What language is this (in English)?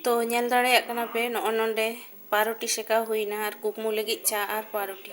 Santali